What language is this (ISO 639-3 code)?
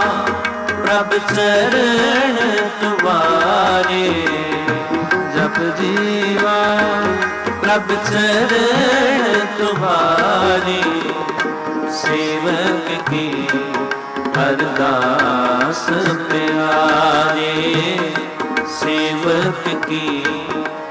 pan